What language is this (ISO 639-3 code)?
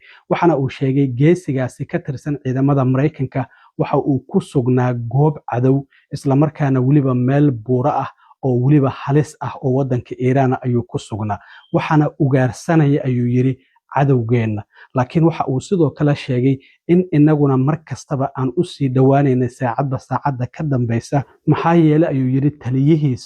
som